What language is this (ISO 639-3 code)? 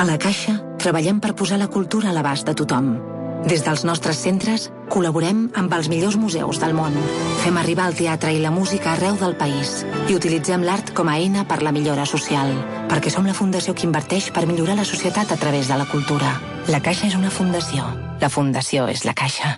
cat